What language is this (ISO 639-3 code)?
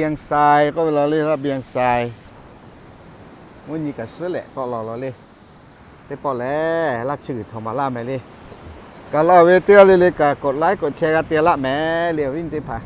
lhu